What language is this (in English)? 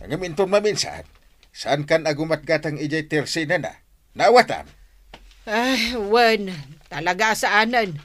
Iloko